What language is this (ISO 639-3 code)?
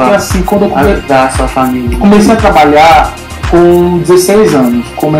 por